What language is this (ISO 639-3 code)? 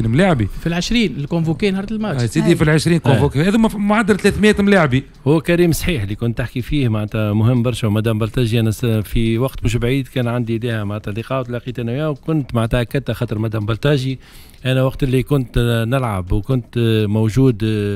aeb